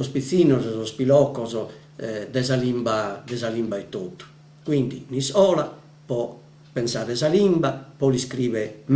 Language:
Sardinian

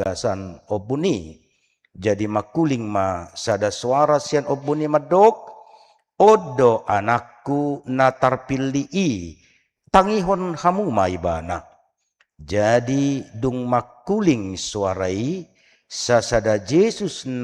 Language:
Batak Toba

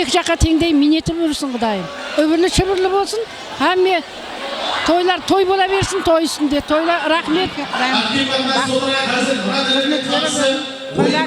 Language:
Kara-Kalpak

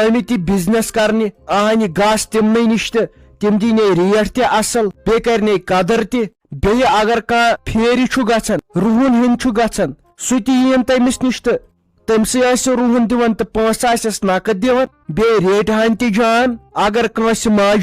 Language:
Kashmiri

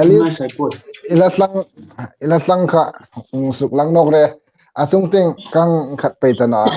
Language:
Hmar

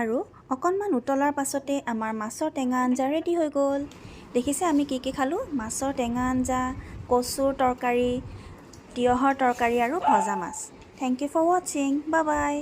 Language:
Assamese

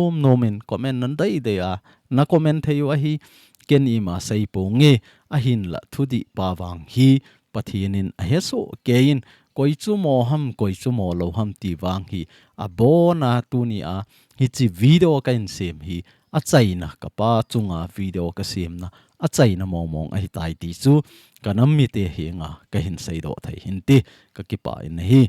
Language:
Thado Chin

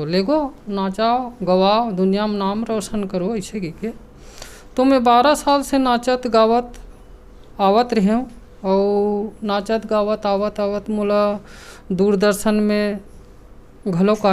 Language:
Chhattisgarhi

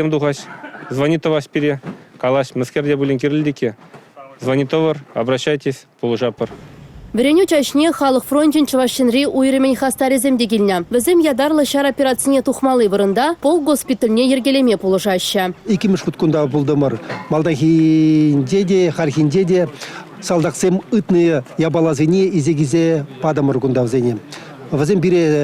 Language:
Chuvash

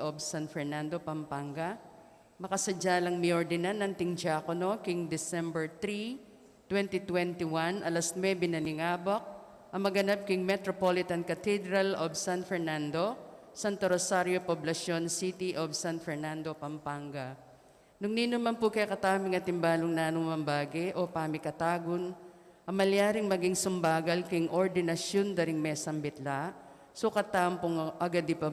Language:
Pampanga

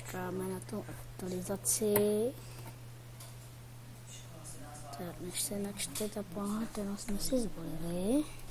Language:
Czech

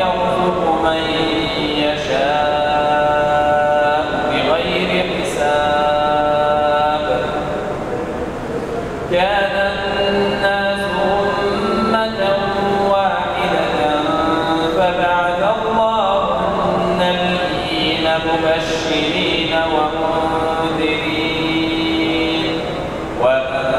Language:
Arabic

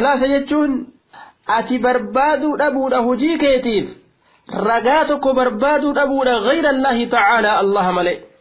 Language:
Oromo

